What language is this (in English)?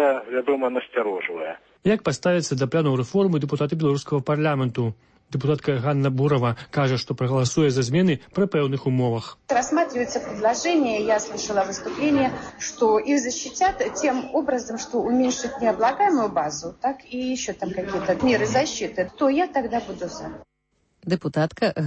Belarusian